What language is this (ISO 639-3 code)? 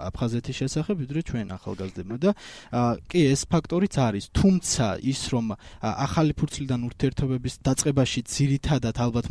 kat